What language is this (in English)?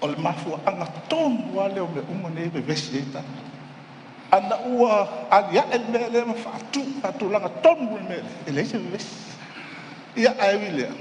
Samoan